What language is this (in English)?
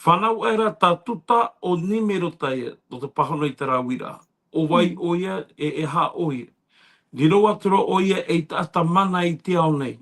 Tahitian